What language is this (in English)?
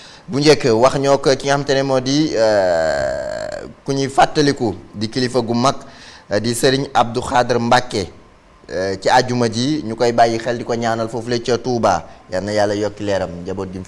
Wolof